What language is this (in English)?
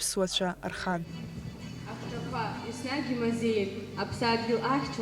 Abkhazian